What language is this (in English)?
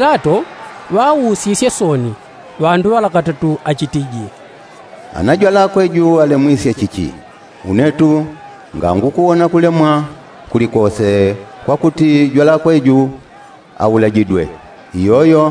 Yao